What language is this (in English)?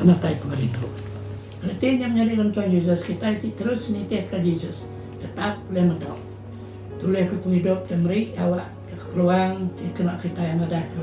Iban